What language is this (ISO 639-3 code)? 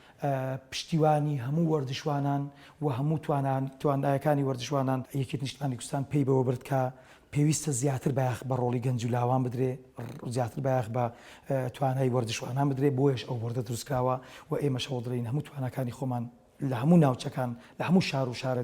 ckb